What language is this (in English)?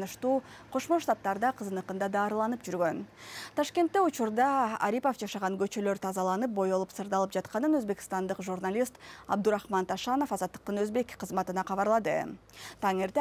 Kyrgyz